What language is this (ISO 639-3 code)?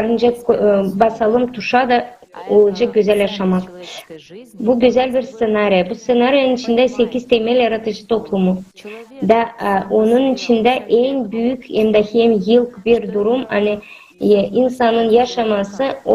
gag